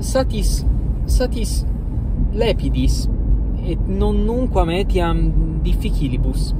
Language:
Latin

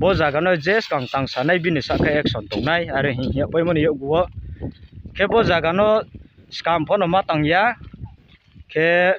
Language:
Riang (India)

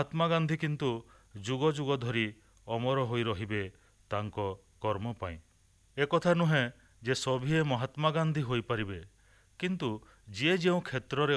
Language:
Odia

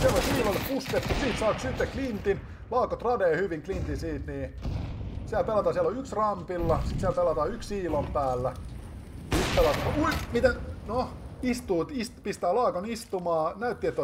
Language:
Finnish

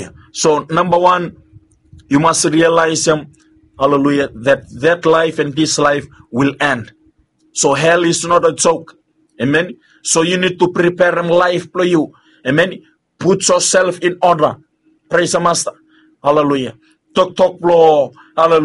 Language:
Bislama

